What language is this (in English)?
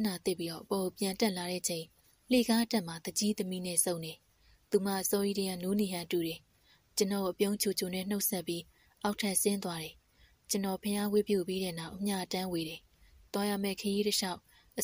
Burmese